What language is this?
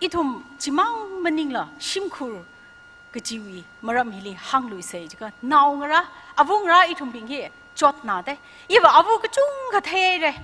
Tangkhul Naga (India)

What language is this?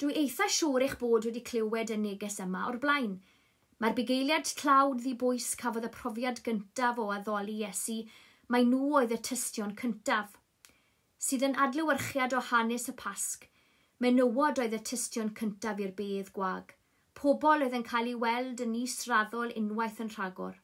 Welsh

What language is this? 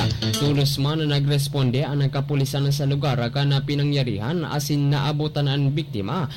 Bikol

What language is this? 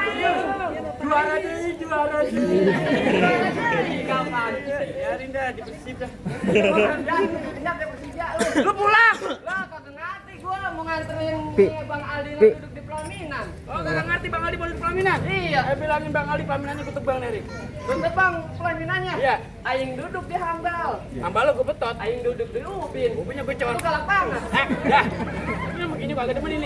Betawi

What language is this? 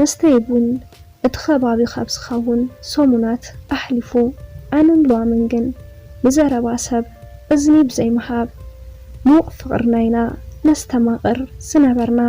Tigrinya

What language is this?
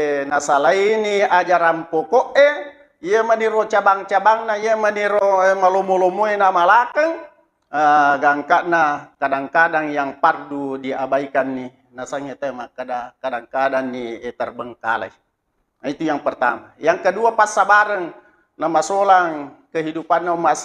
Buginese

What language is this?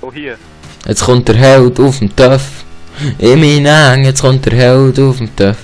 Swiss German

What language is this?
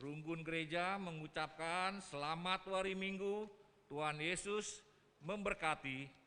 Batak Karo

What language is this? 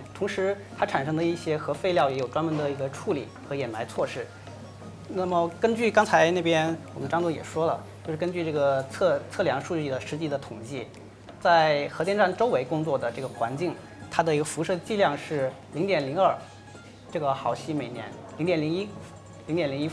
Chinese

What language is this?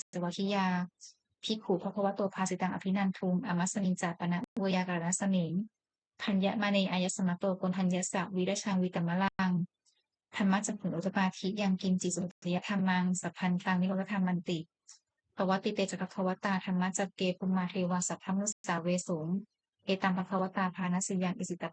Pali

